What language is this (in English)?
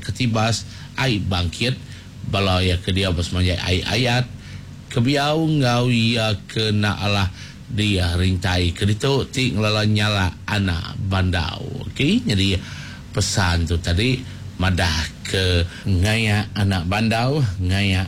Iban